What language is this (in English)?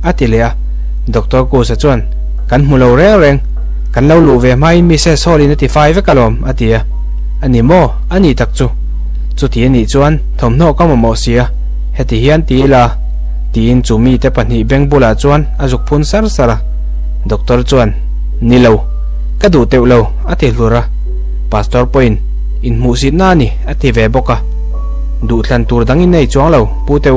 Mizo